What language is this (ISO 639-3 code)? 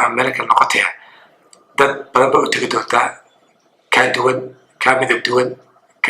som